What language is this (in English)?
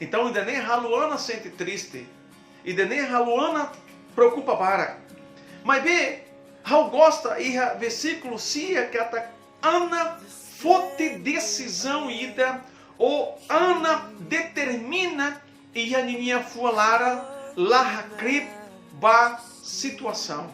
Tetum